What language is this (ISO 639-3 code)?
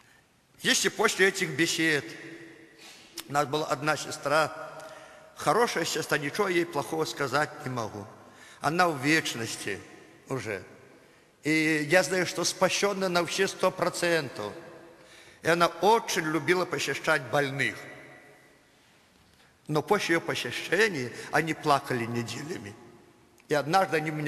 rus